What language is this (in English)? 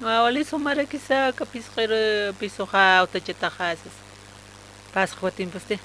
Aymara